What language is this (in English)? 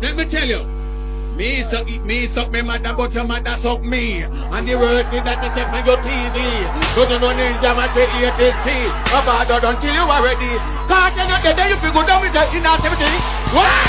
Jamaican Creole English